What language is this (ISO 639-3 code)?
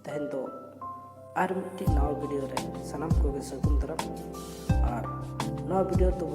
sat